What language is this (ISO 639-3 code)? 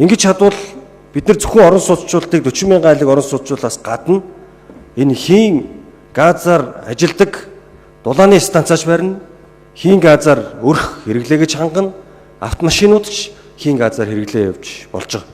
mon